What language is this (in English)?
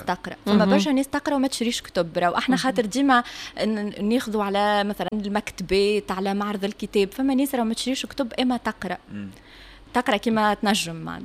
Tunisian Arabic